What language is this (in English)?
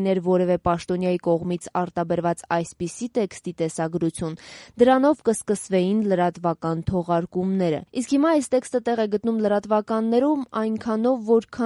Armenian